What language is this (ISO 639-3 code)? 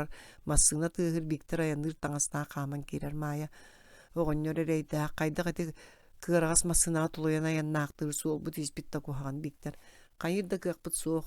sah